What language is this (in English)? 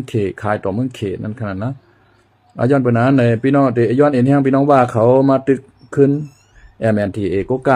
Shan